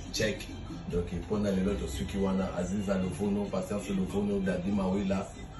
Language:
Lingala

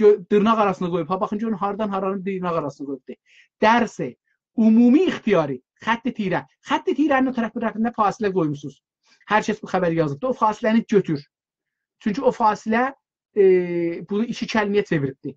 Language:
South Azerbaijani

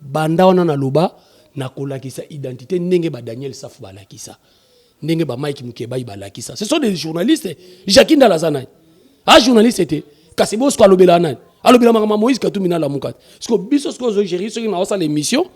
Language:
Lingala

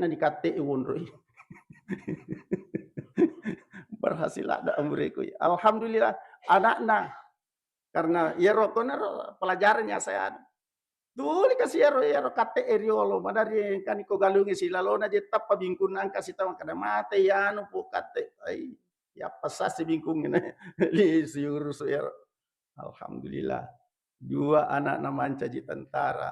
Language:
Buginese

